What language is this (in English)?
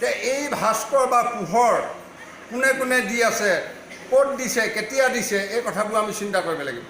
Assamese